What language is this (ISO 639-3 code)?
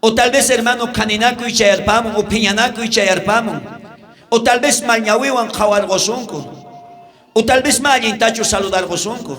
quh